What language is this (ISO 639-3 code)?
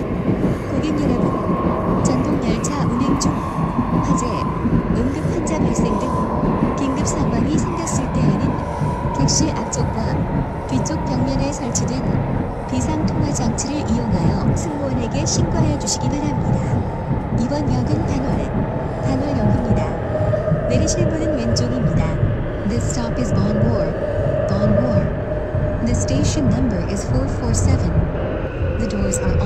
kor